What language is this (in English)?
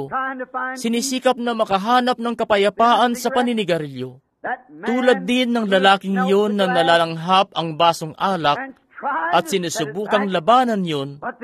Filipino